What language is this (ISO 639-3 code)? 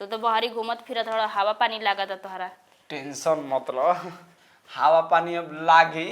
bho